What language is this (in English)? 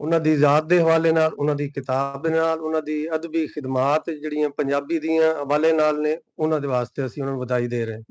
Western Panjabi